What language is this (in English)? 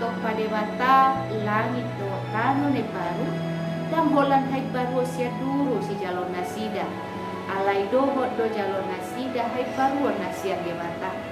Batak Toba